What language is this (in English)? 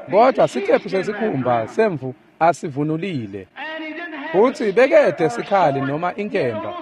Swati